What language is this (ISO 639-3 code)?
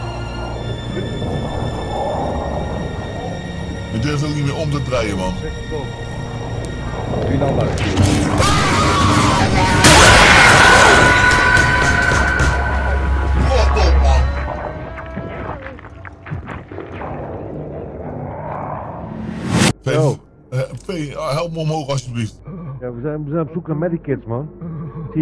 nld